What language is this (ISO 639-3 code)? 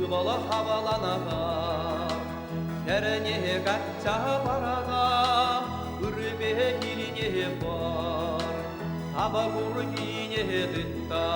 chv